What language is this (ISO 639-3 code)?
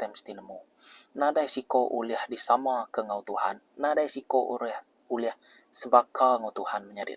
iba